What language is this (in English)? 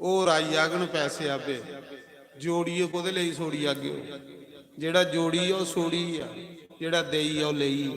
Dogri